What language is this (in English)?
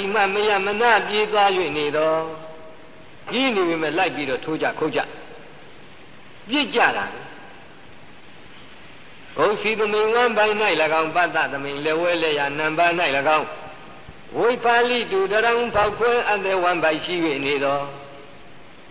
Burmese